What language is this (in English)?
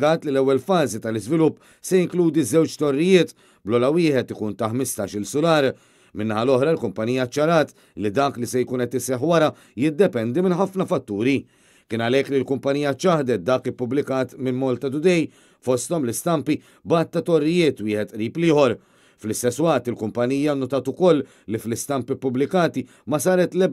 Maltese